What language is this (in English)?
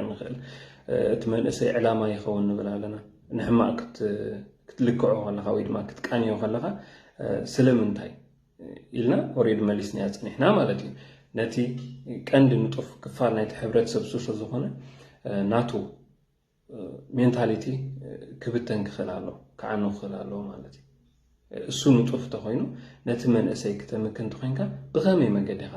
Tigrinya